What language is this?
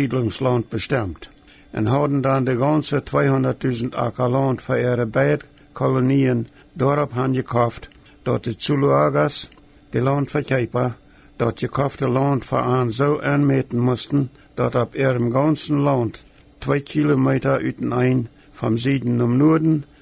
Plautdietsch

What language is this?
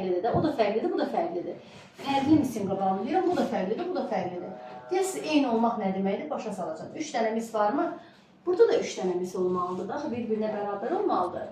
Azerbaijani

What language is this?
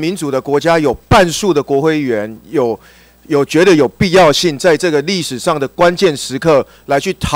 Chinese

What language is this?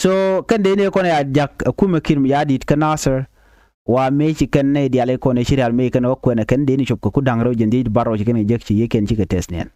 Nuer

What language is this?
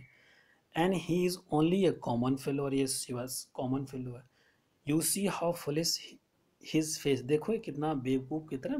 Hindi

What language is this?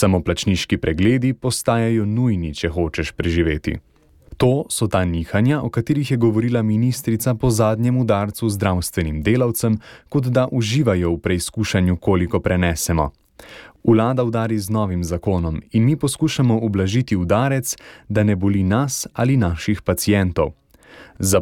Slovenian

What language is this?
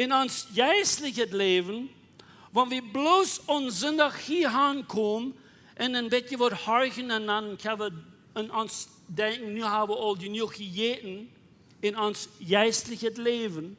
Plautdietsch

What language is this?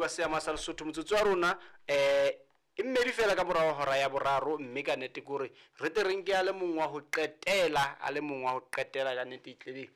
Southern Sotho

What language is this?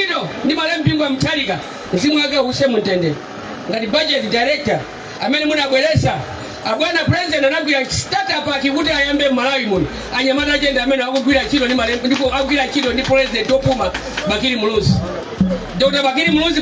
Nyanja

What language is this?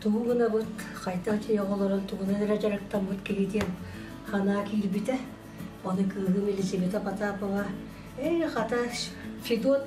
Yakut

